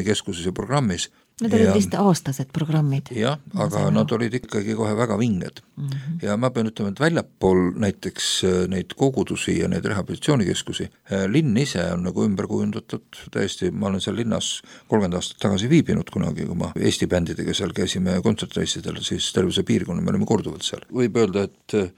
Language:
Estonian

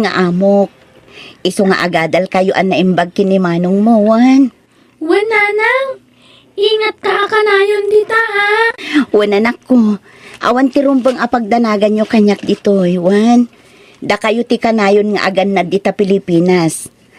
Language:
Iloko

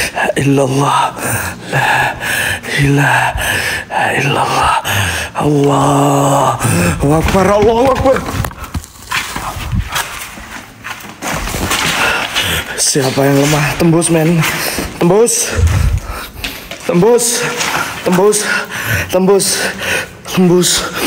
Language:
Indonesian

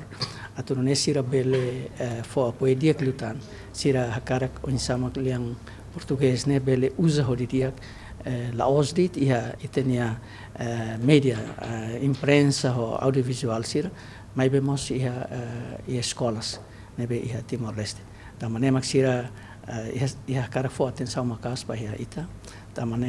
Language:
Tetum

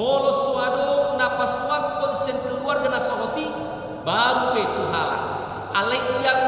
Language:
Batak Toba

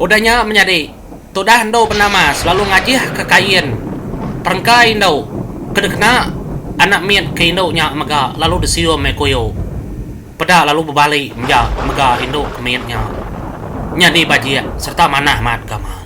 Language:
Iban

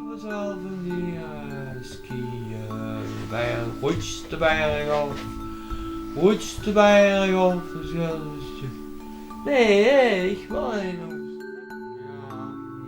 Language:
Limburgish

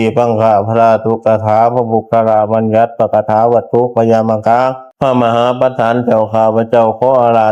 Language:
Pali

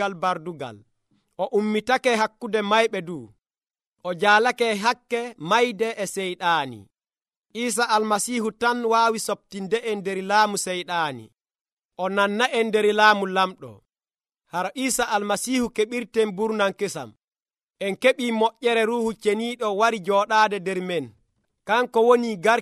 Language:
Nigerian Fulfulde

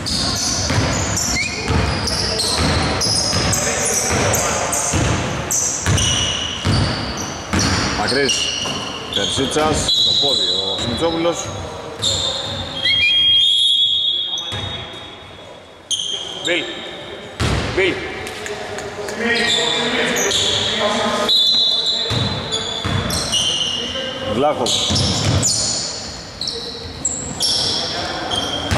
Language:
Greek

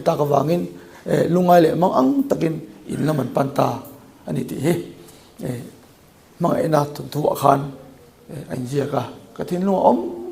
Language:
Mizo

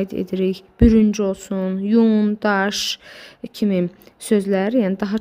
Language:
Azerbaijani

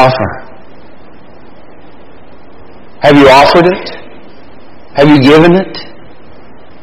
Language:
English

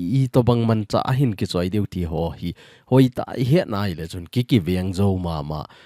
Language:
Thado Chin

